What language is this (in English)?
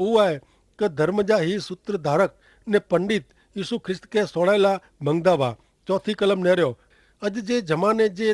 Kachhi